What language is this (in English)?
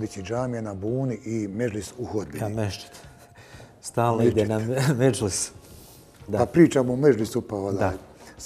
Bosnian